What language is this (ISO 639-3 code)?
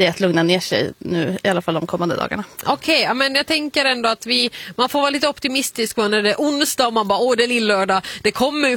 swe